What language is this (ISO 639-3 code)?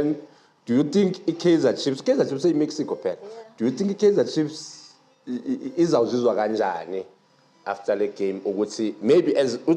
zul